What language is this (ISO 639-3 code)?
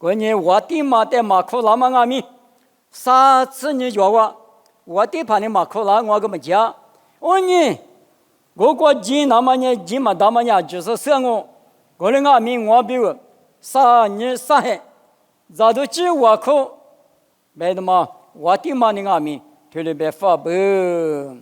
lis